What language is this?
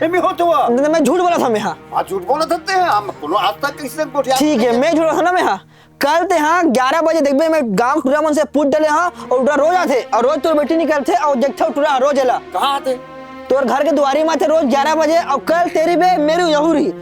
Chhattisgarhi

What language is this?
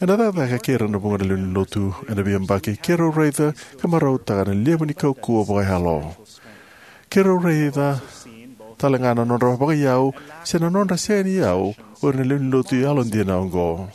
Fijian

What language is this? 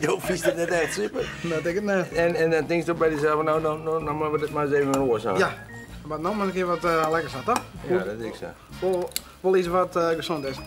Western Frisian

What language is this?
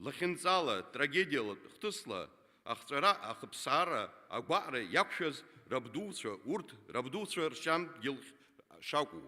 Abkhazian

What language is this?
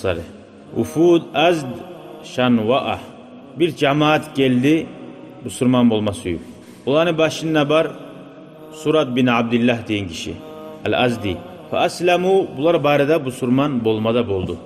Kumyk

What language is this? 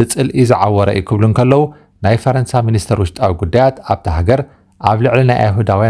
Tigrinya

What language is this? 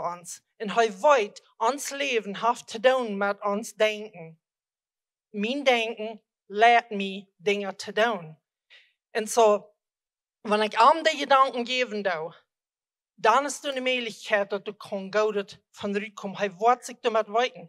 Plautdietsch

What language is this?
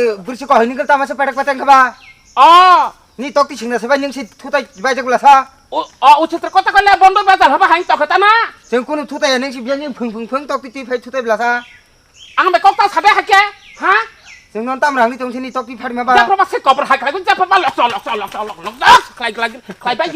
Kok Borok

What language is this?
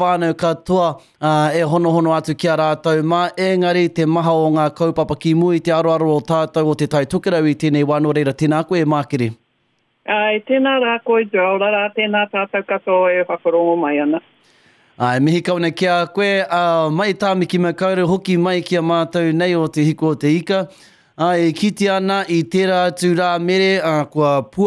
Māori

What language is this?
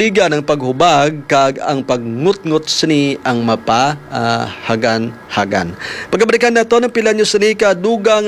Hiligaynon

